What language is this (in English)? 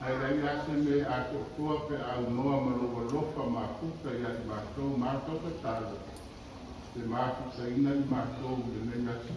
Samoan